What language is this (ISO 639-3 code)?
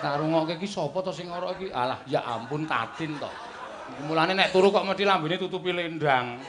jav